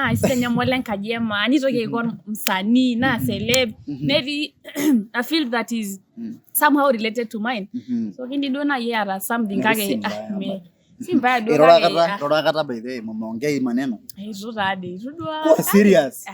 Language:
Masai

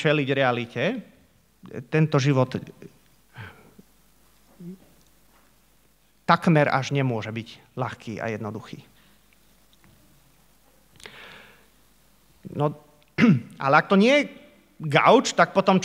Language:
Slovak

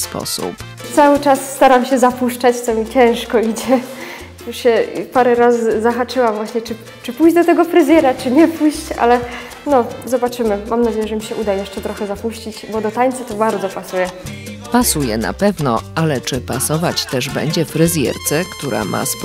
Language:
Polish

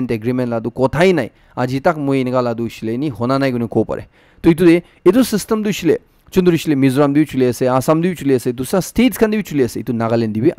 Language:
Naga Pidgin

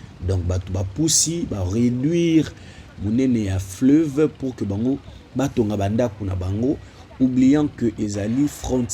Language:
Lingala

